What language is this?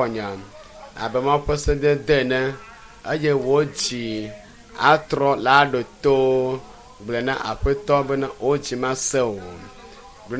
Ewe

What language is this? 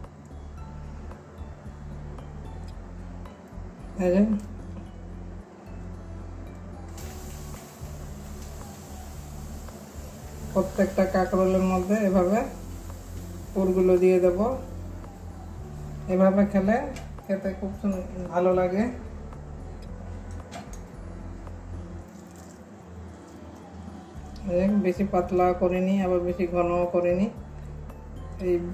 Bangla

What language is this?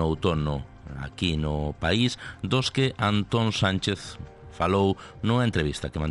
Galician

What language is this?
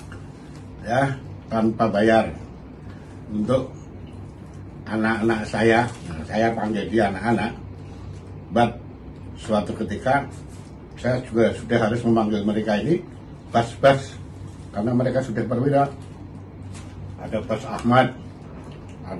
Indonesian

